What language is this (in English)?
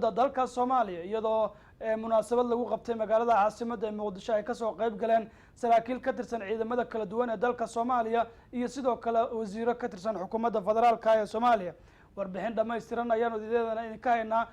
Somali